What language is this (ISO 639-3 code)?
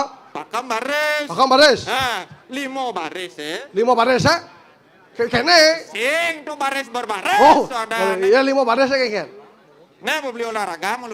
ban